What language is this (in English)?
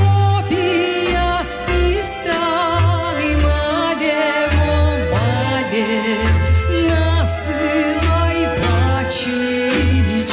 Gagauz